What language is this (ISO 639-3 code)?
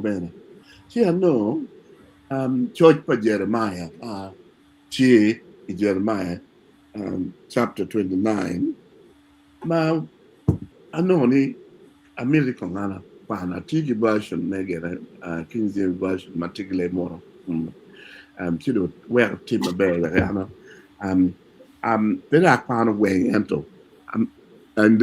ach